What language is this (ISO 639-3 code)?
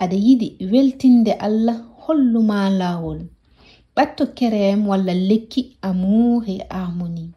ful